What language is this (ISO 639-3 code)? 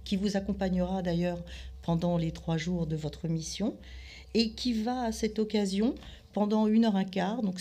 fra